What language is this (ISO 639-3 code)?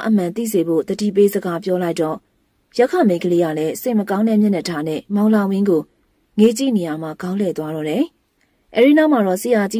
mya